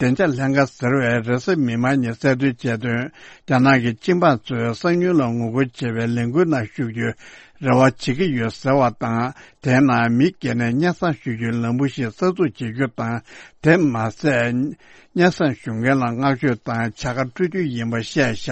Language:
Tibetan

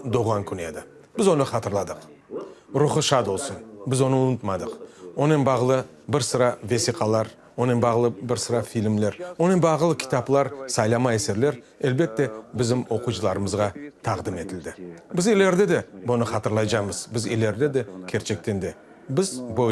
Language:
Crimean Tatar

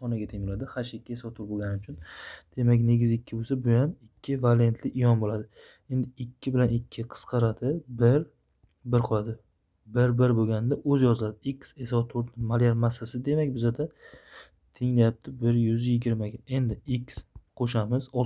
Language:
Uzbek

